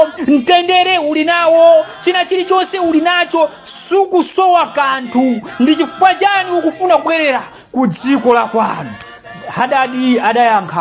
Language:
Nyanja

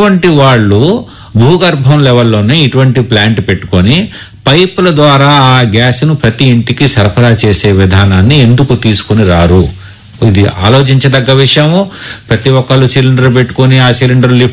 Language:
Telugu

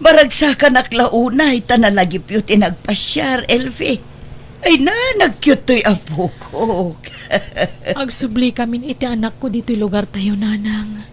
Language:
Iloko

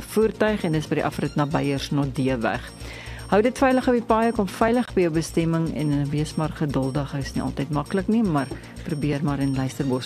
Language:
Afrikaans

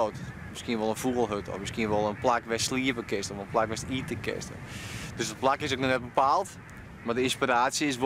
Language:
Western Frisian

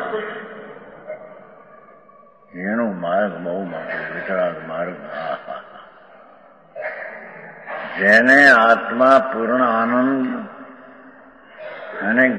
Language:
Gujarati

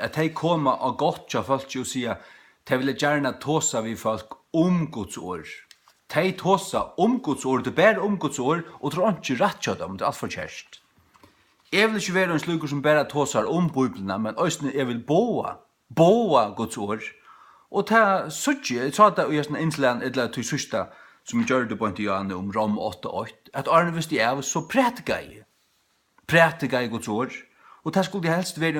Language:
Faroese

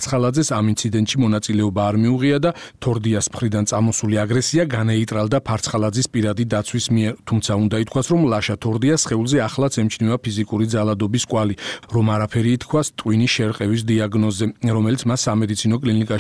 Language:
Georgian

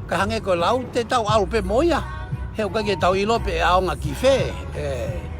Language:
Tongan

